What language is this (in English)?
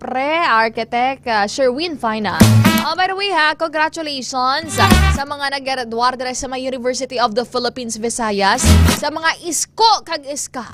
Hiligaynon